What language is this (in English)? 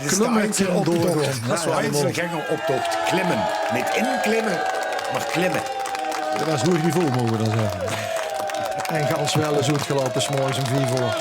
Limburgish